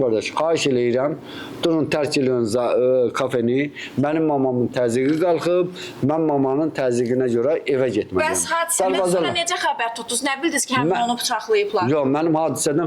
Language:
Azerbaijani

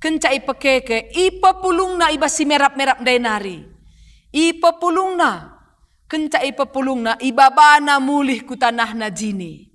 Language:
Batak Karo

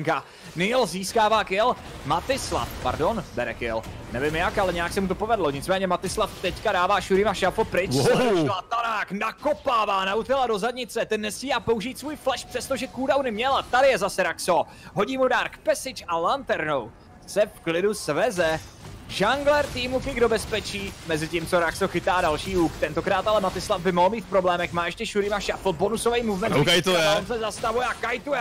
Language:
Czech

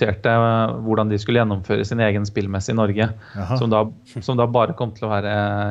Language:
Norwegian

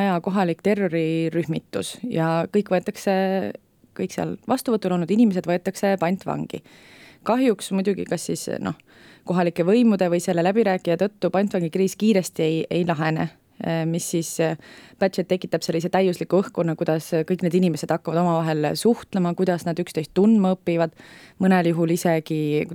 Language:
Estonian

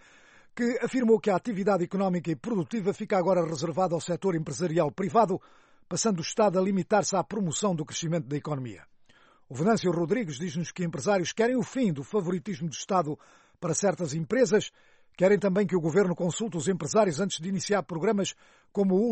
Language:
Portuguese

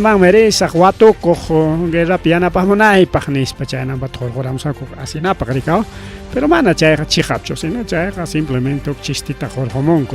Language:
Ayacucho Quechua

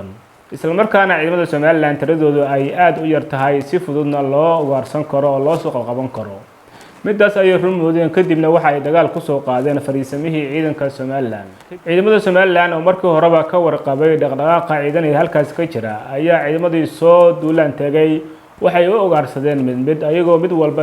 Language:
Somali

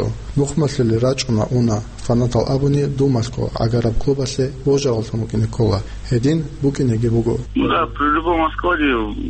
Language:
Avaric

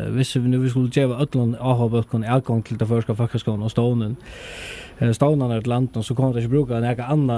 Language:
Faroese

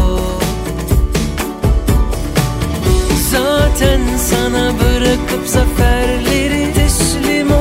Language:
Turkish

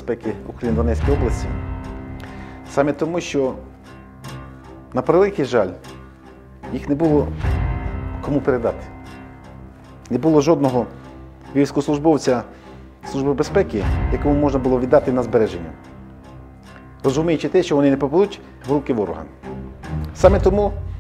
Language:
Ukrainian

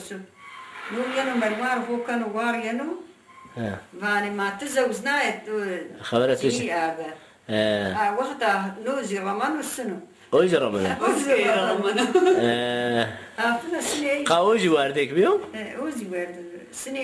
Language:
Zaza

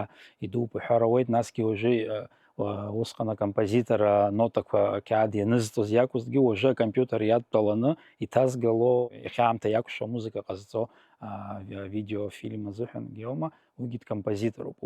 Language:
Abkhazian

